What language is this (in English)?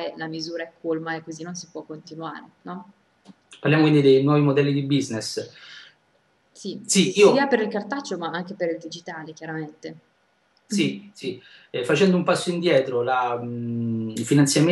Italian